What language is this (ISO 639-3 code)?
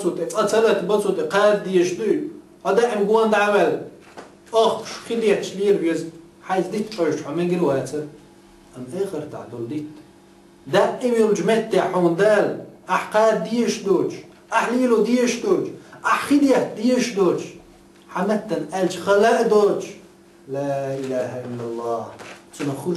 che